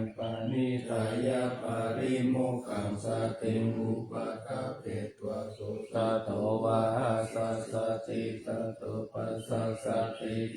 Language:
Pali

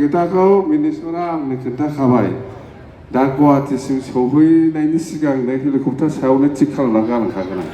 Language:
Bodo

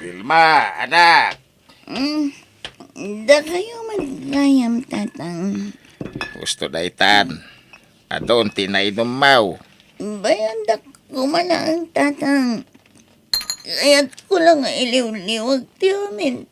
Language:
Iloko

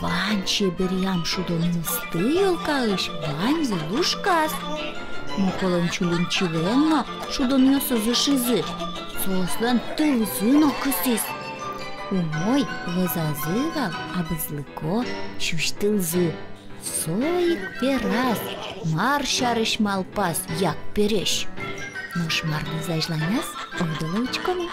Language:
Udmurt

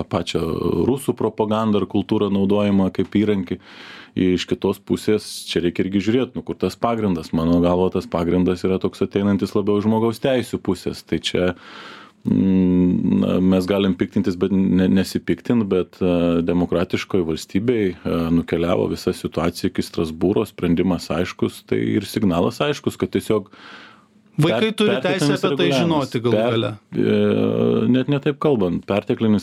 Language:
Lithuanian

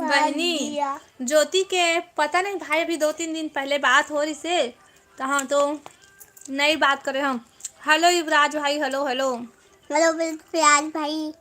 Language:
Chhattisgarhi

